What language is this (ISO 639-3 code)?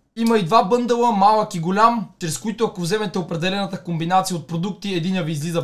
bul